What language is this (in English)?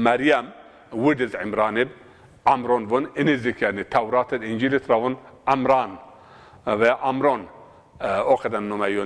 Zaza